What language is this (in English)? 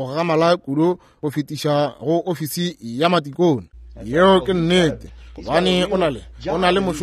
Northern Sotho